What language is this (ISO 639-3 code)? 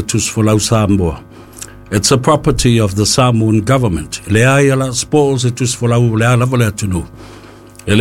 smo